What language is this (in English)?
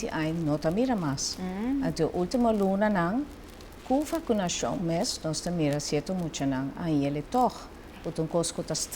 Papiamento